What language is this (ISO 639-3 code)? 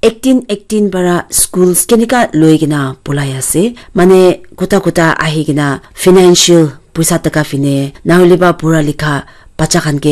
nag